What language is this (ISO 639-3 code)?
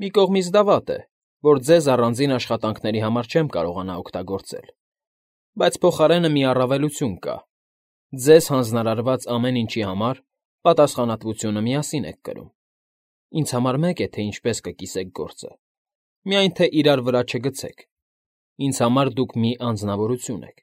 hye